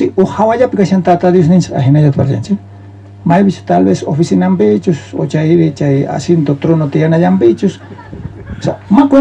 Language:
South Bolivian Quechua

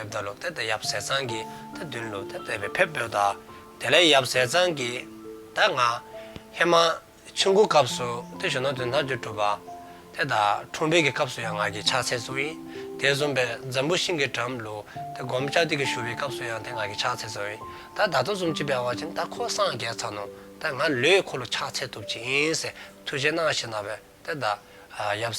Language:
Dzongkha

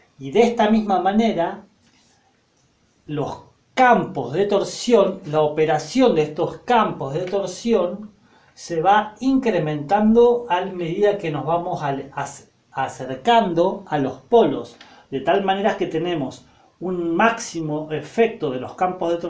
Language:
Spanish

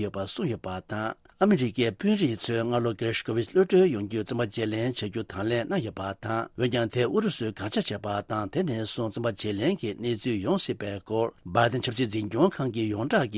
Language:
Tibetan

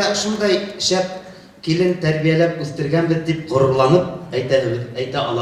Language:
Bashkir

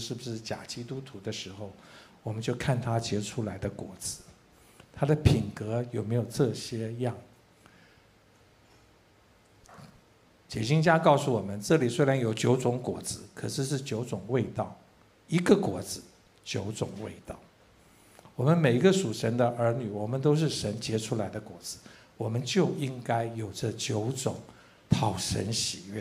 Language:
Chinese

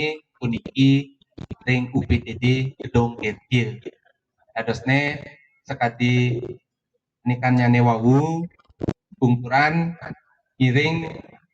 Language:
Balinese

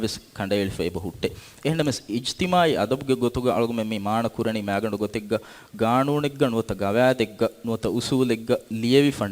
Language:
Divehi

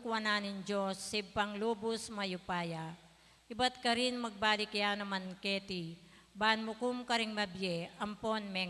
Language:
Pampanga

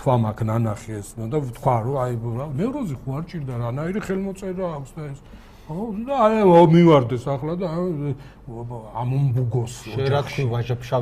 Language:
Georgian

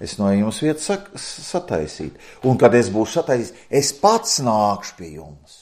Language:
Latvian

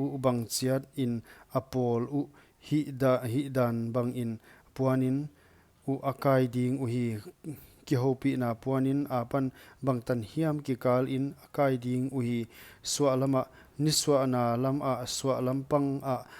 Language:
Paite Chin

